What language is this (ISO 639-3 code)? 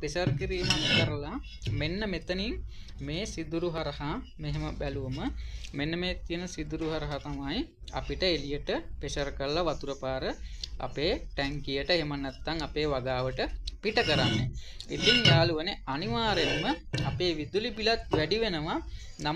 sin